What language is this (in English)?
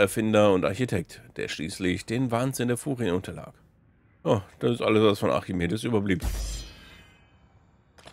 German